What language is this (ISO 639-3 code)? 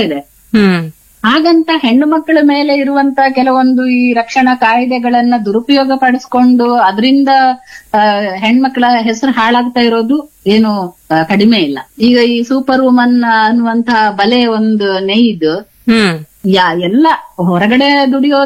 kan